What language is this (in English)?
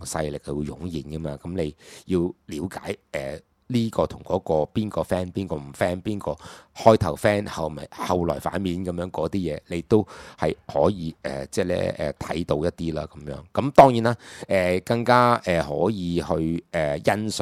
Cantonese